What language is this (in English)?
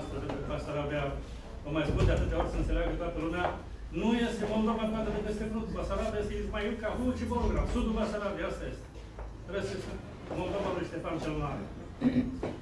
Romanian